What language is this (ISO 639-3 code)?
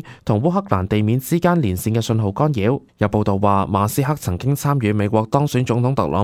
yue